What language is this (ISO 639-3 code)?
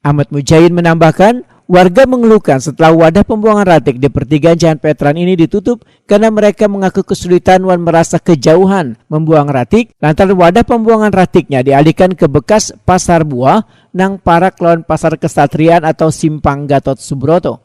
bjn